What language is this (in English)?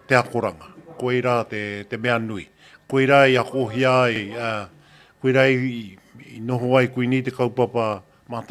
Māori